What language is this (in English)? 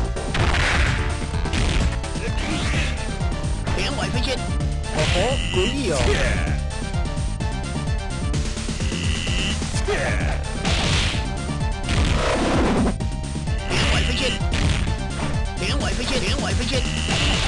Chinese